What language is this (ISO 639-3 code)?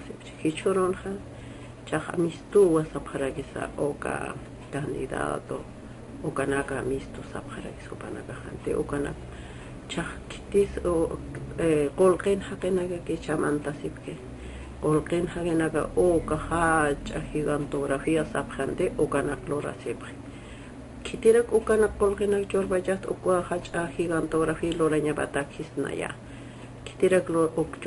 aym